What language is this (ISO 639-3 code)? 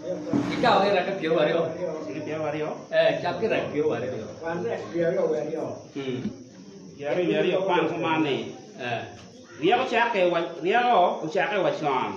ach